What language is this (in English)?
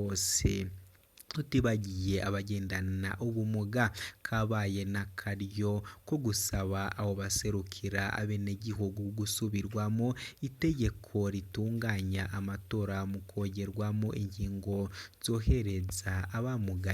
Rundi